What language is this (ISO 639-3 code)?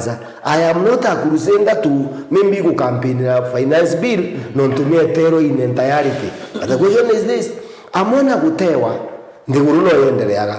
mer